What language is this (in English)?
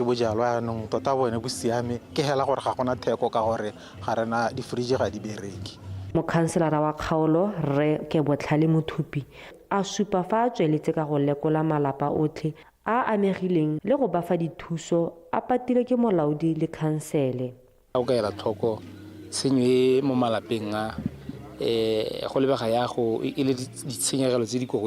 Tswana